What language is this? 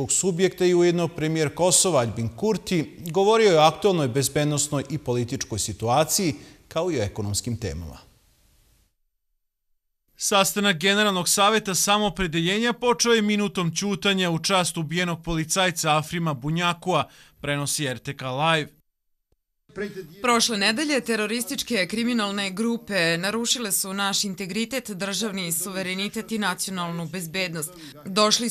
Serbian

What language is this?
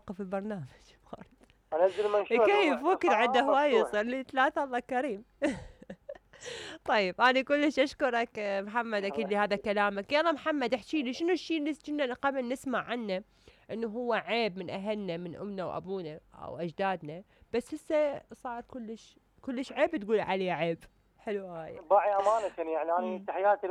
Mesopotamian Arabic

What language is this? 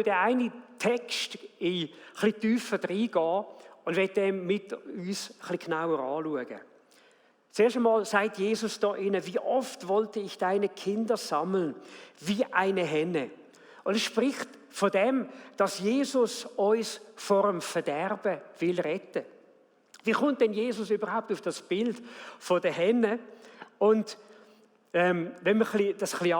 Swiss German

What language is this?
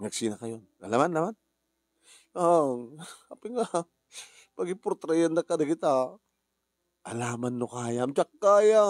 Iloko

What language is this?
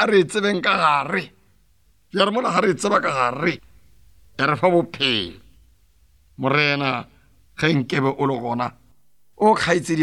Northern Sotho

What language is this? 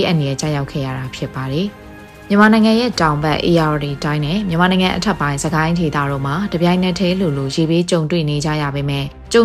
Burmese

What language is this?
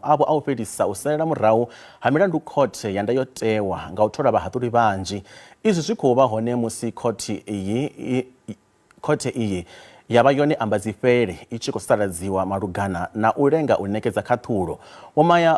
Venda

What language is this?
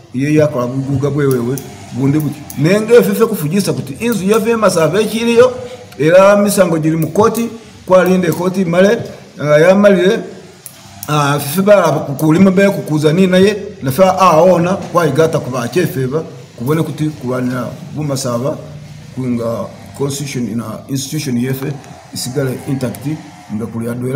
Masaaba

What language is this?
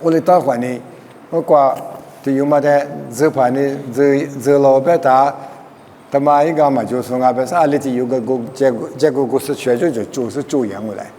Lisu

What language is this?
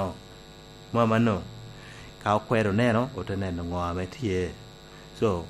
Lango (Uganda)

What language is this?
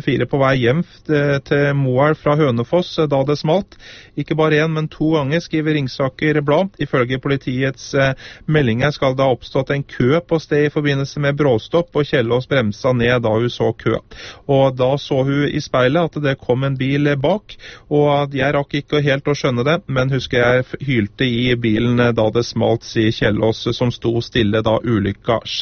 Norwegian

